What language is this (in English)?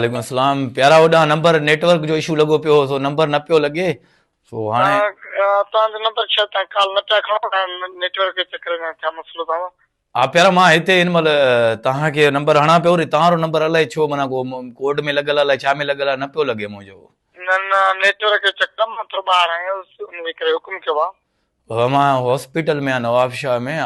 Sindhi